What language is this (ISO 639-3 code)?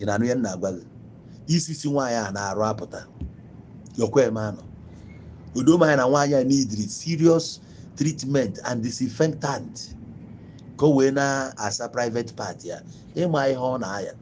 ibo